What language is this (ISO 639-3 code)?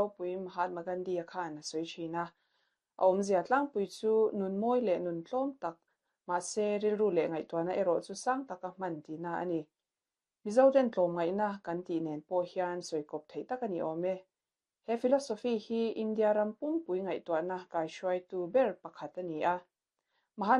lus